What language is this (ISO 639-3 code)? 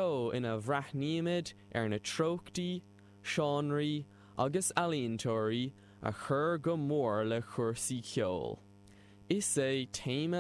gle